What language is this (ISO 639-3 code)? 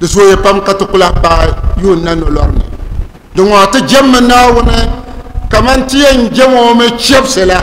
dag